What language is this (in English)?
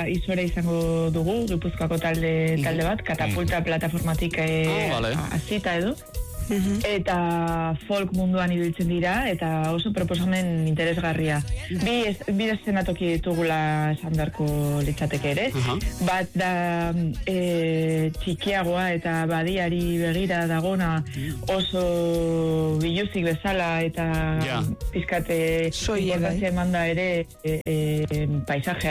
Basque